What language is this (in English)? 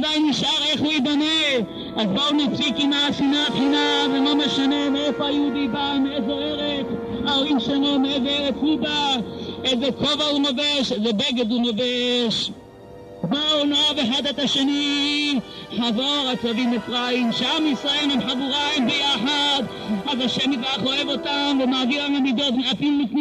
Hebrew